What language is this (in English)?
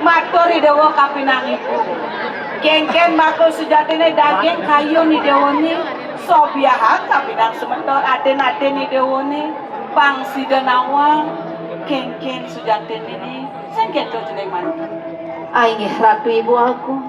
Balinese